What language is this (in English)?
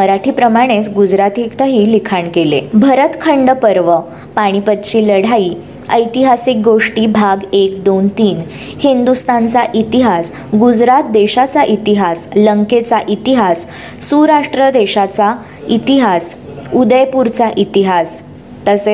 Marathi